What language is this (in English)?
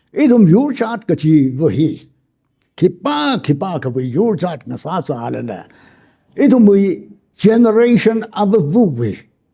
Tangkhul Naga (India)